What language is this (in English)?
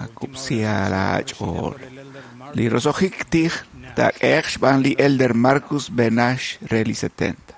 Kekchí